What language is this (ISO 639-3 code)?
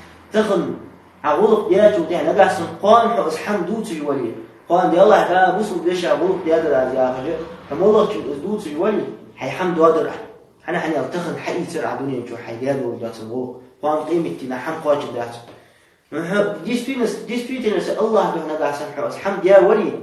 inh